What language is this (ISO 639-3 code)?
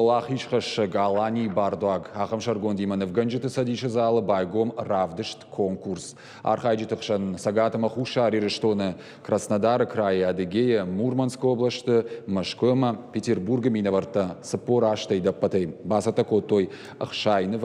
oss